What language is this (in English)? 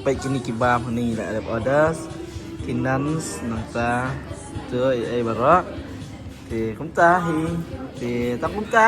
Khasi